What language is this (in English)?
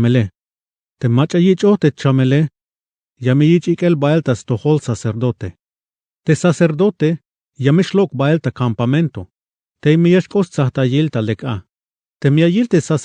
Tzeltal